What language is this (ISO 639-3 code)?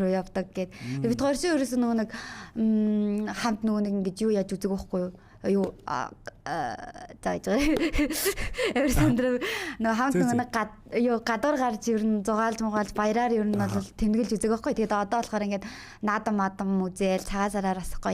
mon